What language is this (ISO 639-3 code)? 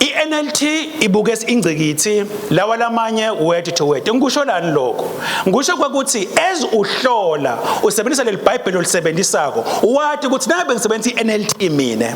ssw